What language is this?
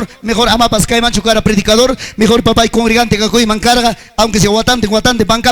Ayacucho Quechua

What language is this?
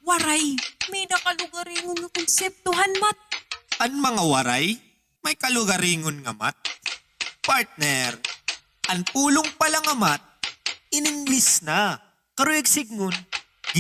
Waray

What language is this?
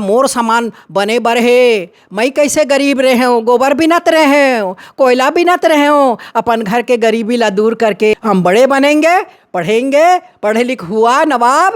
Chhattisgarhi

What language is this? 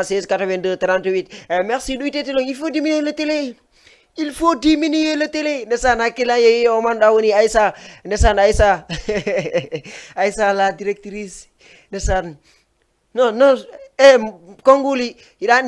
Fula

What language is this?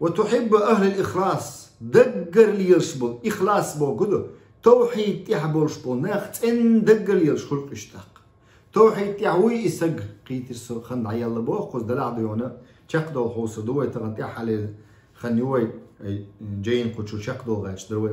Chechen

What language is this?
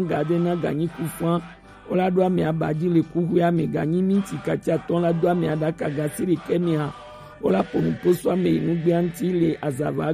Gen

